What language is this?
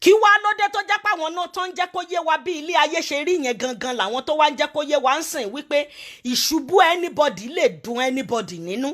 Yoruba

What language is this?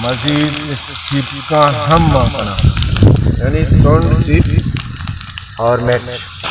Baluchi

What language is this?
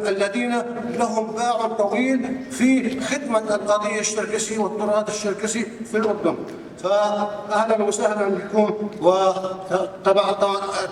North Levantine Arabic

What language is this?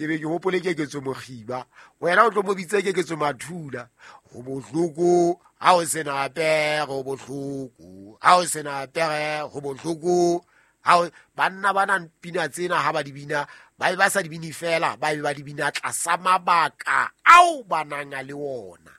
Southern Sotho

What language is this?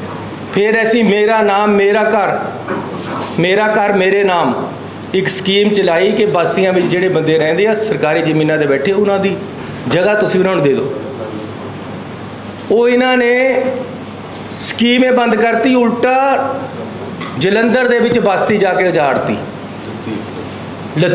Punjabi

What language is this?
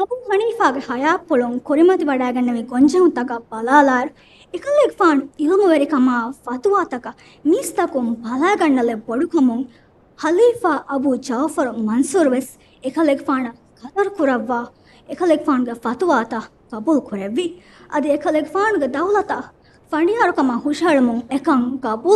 Divehi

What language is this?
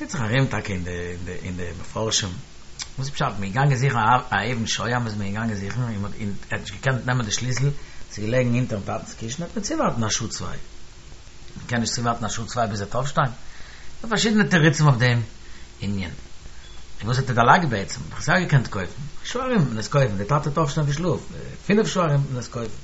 Yiddish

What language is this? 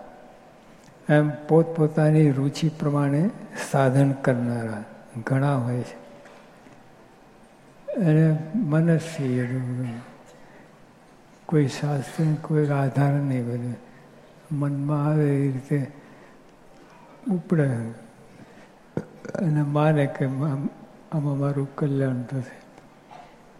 Gujarati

